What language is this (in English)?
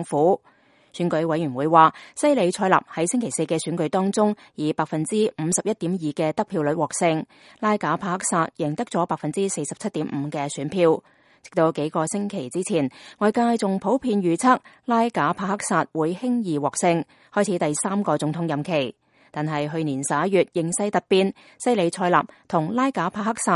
Cantonese